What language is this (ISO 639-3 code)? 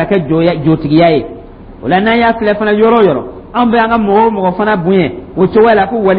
dyu